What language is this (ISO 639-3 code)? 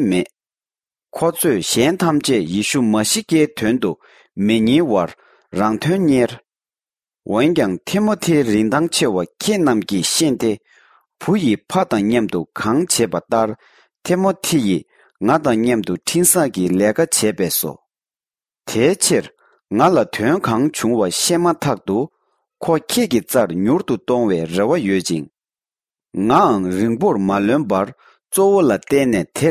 bod